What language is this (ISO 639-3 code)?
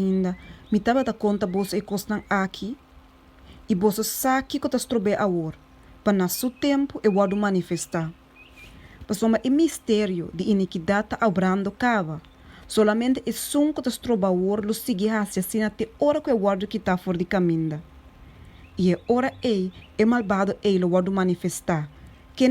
pap